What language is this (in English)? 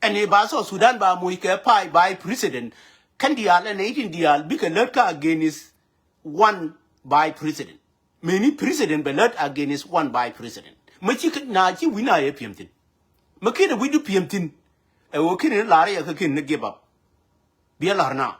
Nuer